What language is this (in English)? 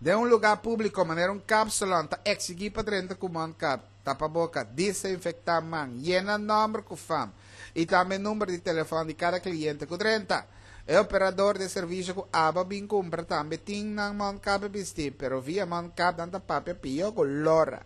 Papiamento